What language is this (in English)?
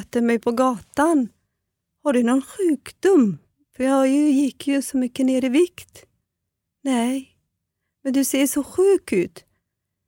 Swedish